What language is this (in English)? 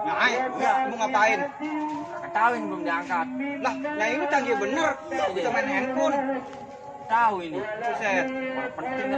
Betawi